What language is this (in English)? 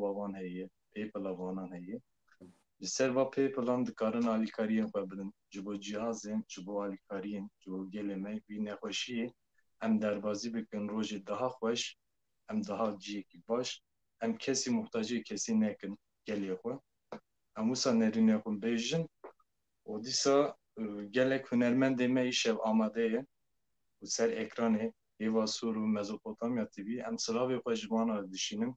Kurdish